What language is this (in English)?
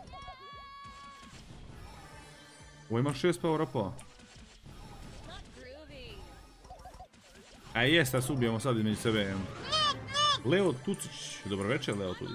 Croatian